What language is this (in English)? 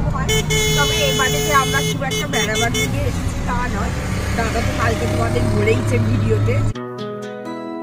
Bangla